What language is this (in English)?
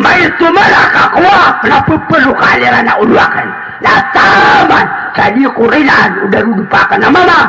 Maranao